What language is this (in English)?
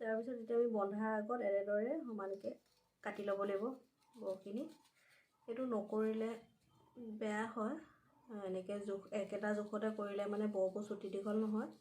Assamese